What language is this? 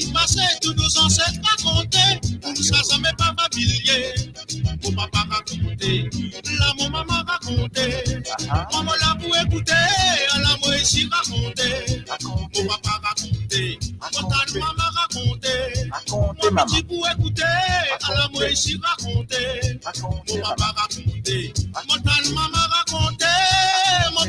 Morisyen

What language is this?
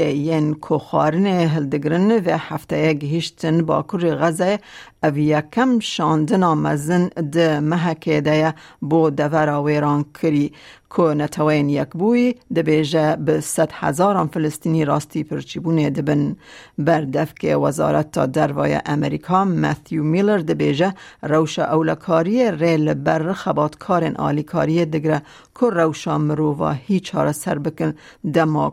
Kurdish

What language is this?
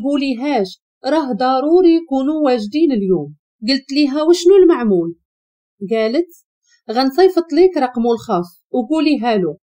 Moroccan Arabic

